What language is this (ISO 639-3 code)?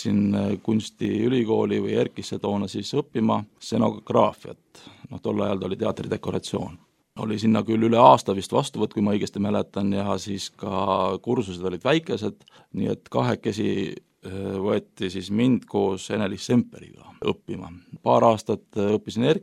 est